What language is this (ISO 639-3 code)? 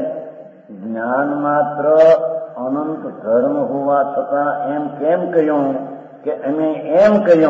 guj